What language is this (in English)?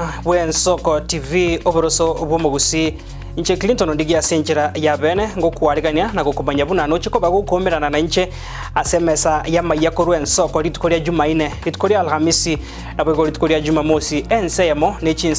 Gusii